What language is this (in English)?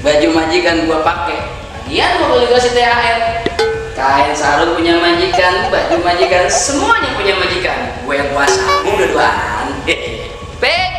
Betawi